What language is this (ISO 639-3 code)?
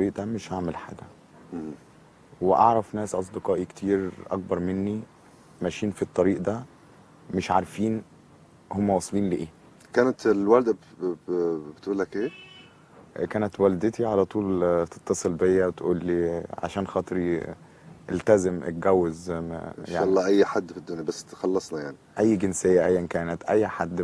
arz